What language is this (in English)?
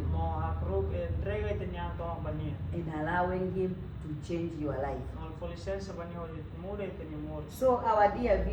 Tetum